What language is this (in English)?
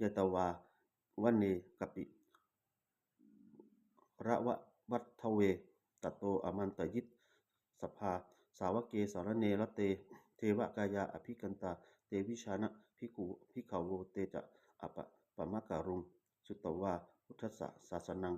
Pali